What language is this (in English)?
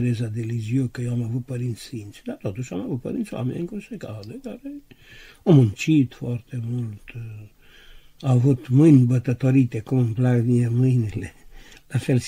Romanian